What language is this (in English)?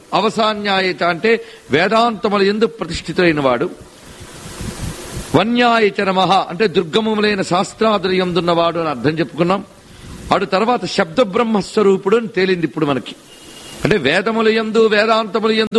Telugu